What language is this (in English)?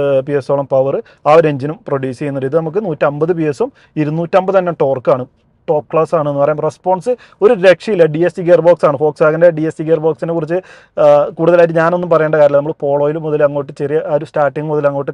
Malayalam